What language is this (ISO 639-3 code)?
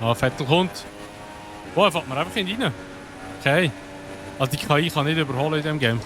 gsw